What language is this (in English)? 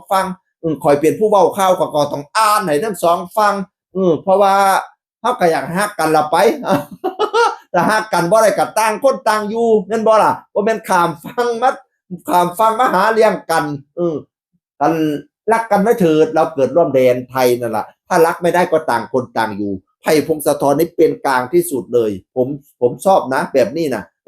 Northeastern Thai